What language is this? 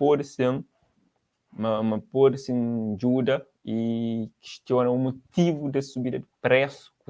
Kabuverdianu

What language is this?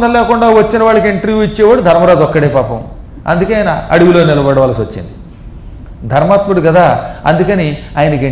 Telugu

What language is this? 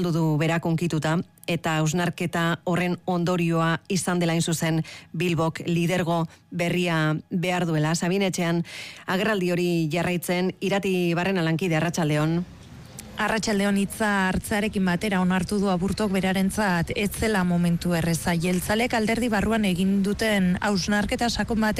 Basque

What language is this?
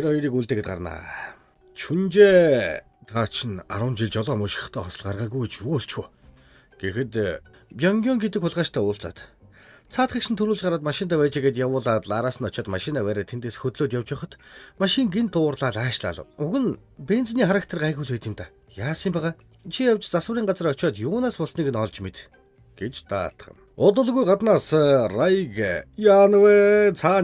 Mongolian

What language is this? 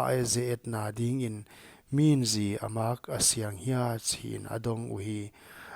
Paite Chin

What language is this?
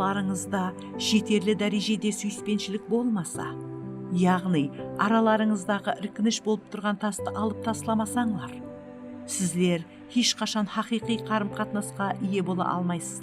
Kara-Kalpak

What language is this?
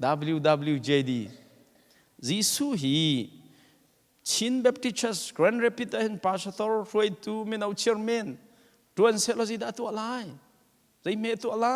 Hakha Chin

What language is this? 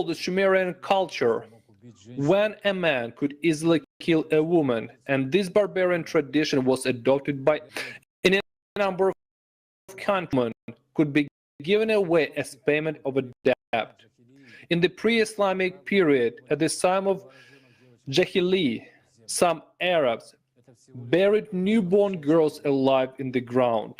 Nyanja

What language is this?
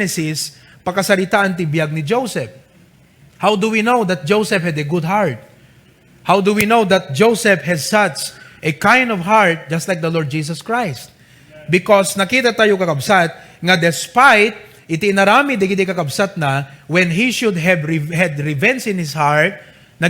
Iloko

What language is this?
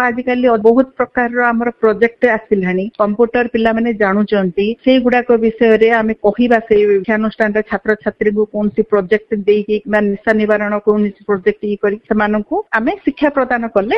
Odia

